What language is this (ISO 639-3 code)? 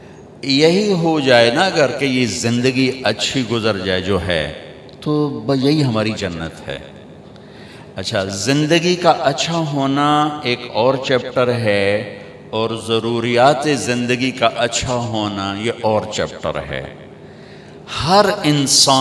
urd